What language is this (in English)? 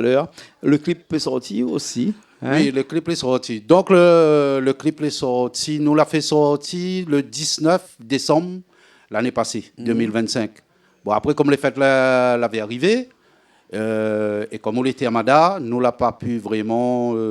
Réunion Creole French